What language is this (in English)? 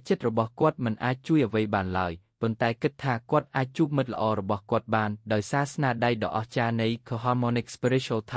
Khmer